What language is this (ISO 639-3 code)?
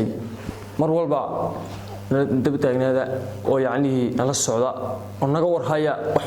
som